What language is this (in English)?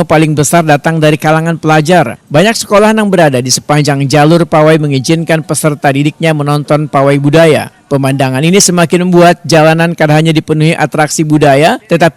Banjar